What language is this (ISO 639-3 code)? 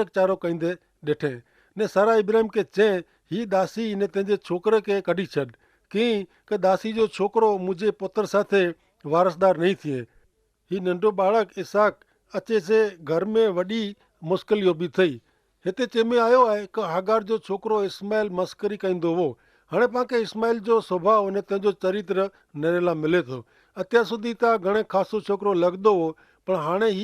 kfr